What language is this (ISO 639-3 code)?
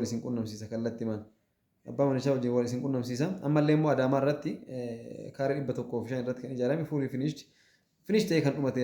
orm